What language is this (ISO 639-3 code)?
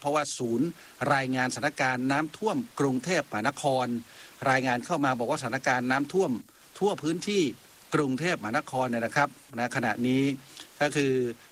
tha